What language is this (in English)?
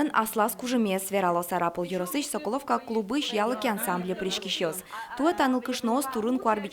Udmurt